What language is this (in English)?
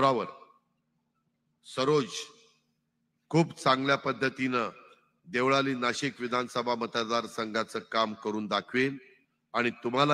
Marathi